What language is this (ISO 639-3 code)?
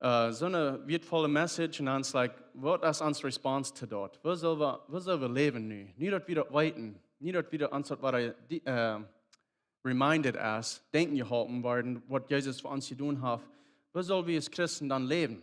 pdt